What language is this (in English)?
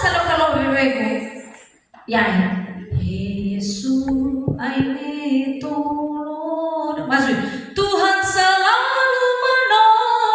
Nias